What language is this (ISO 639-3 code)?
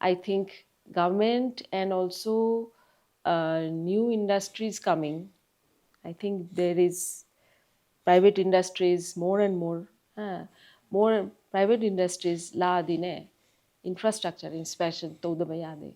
mni